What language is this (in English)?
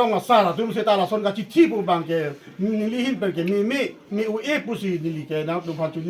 Karbi